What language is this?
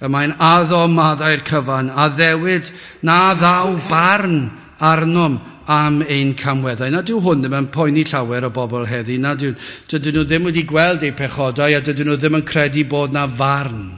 Welsh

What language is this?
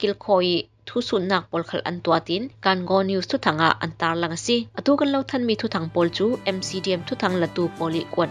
Falam Chin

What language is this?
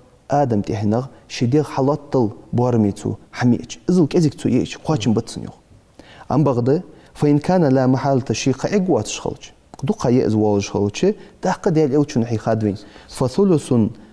Ingush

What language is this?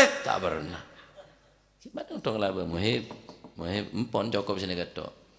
Madurese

